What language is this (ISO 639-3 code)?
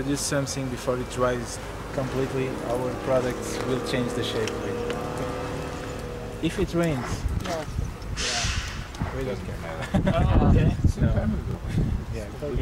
eng